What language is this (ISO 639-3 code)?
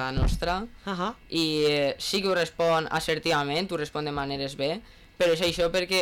cat